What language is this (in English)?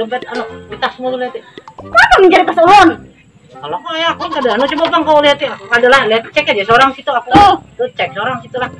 Banjar